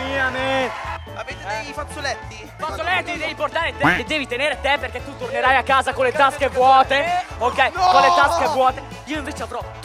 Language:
Italian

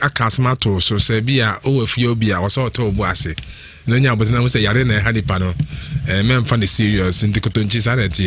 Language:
Akan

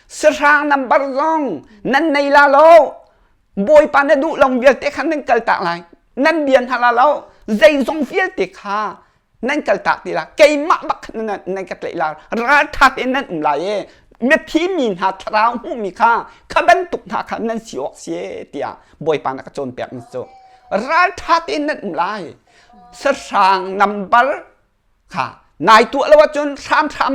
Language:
Hakha Chin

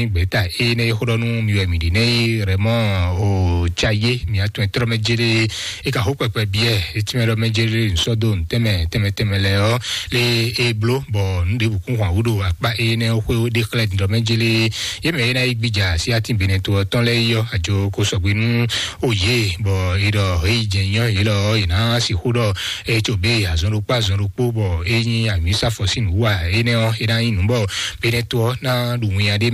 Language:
Fon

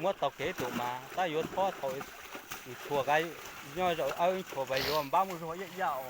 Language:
Hmong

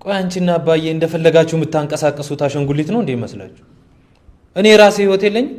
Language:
Amharic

